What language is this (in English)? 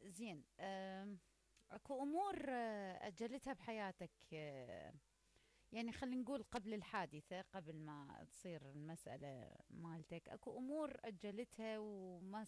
Mesopotamian Arabic